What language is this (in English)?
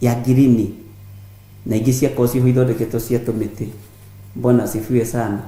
Kikuyu